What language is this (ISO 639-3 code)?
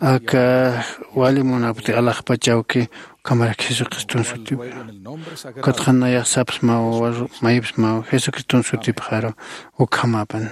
aym